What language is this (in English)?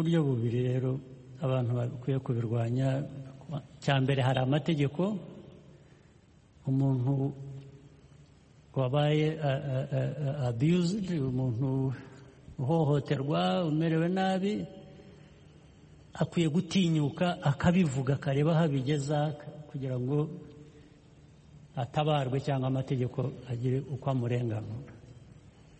Kinyarwanda